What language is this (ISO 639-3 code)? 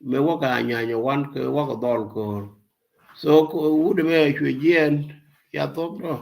nus